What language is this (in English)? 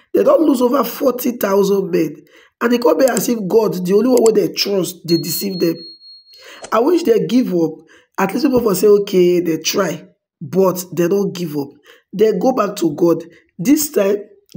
Nigerian Pidgin